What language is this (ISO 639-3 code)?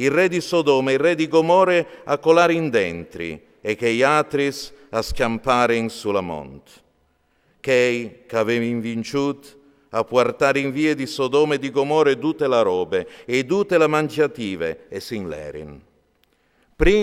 fur